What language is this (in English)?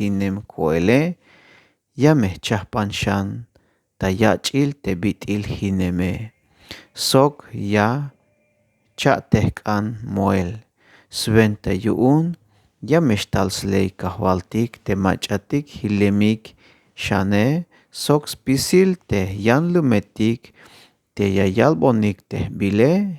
Tzeltal